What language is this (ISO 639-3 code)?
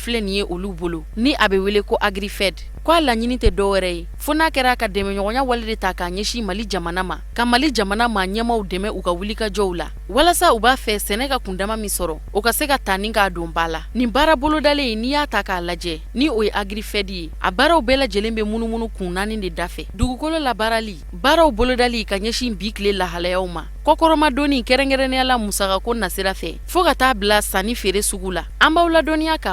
bam